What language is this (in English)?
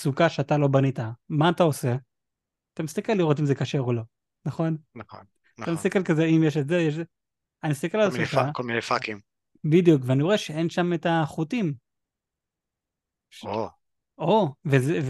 Hebrew